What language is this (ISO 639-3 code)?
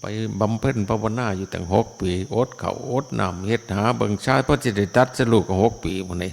tts